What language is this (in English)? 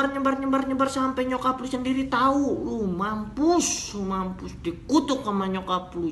Betawi